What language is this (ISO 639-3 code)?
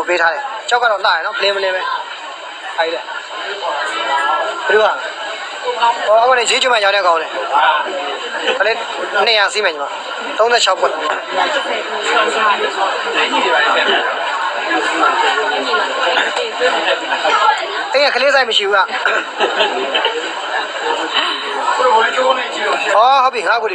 mya